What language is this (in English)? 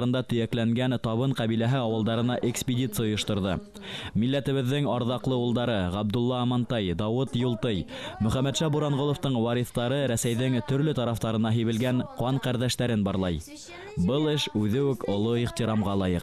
Bashkir